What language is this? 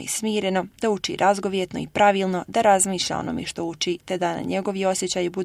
Bosnian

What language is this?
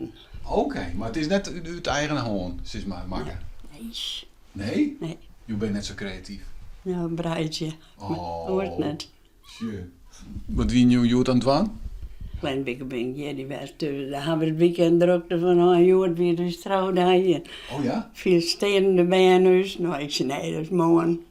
Western Frisian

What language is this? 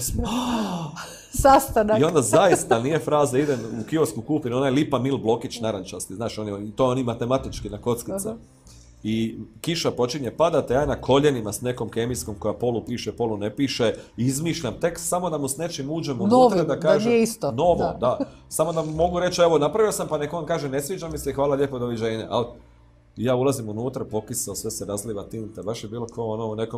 Croatian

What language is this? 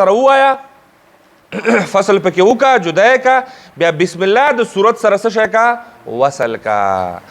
Pashto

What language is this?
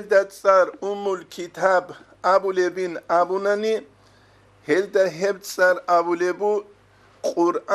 Avaric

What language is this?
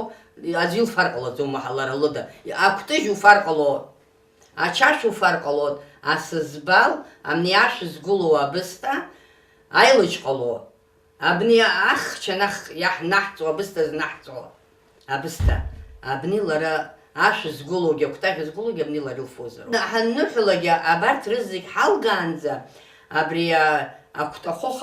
Abkhazian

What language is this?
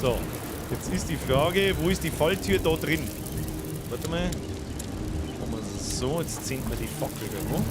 Bavarian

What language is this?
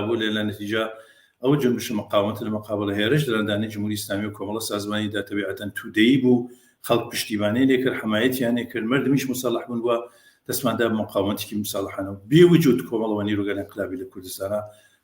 Central Kurdish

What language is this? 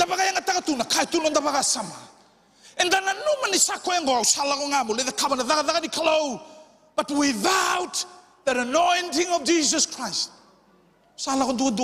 Fijian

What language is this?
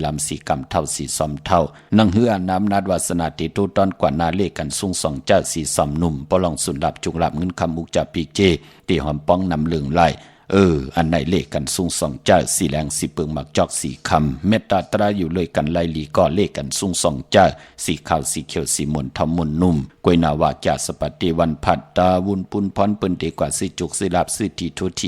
Shan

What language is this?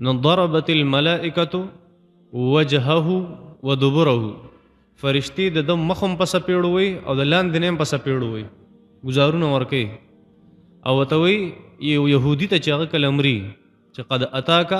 Pashto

